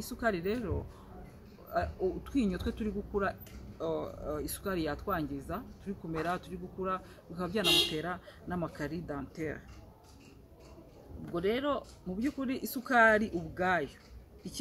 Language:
Kinyarwanda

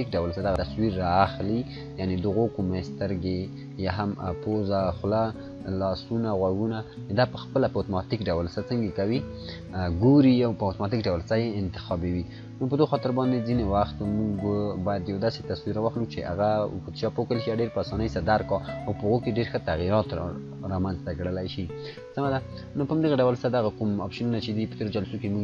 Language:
Pashto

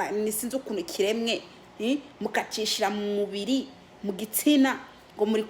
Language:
Rundi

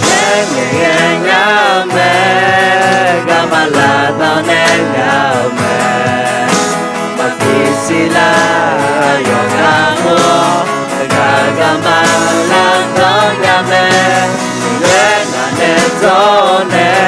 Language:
Akha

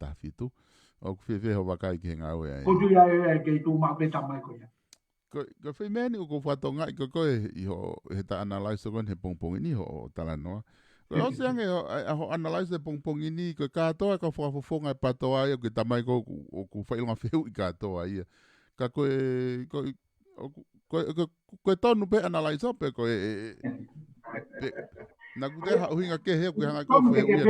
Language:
Tongan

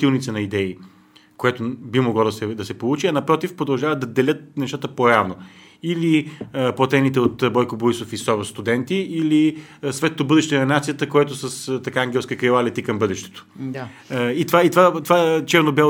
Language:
Bulgarian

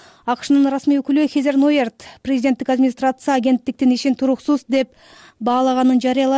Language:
Kyrgyz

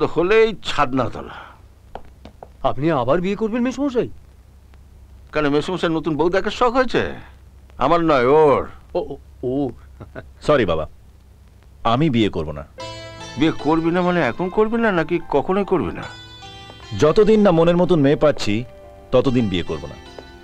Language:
Bangla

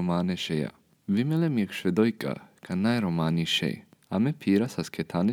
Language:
Serbian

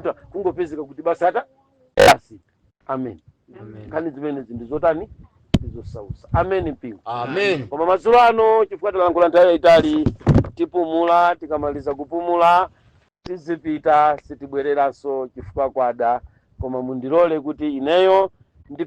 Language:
Nyanja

